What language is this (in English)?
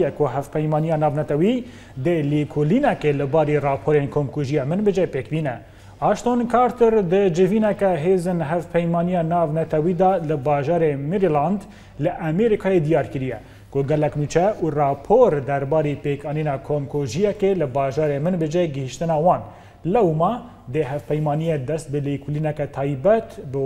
Kurdish